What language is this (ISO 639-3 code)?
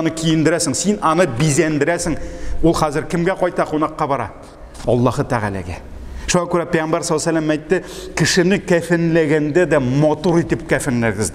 tat